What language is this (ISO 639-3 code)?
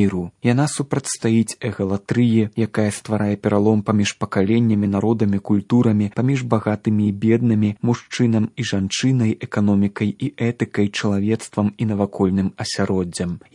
bel